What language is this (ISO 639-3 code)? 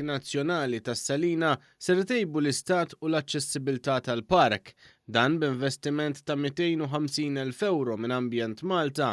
mlt